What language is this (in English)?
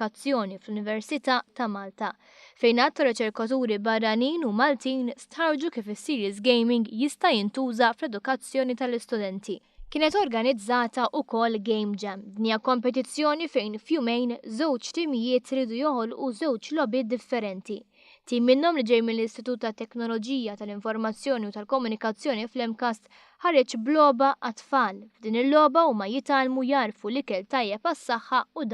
Maltese